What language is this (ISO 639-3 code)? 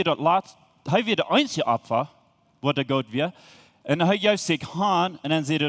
pdt